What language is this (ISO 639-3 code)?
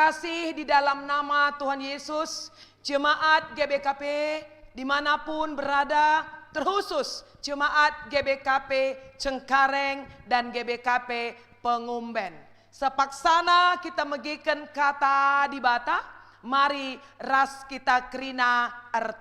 btx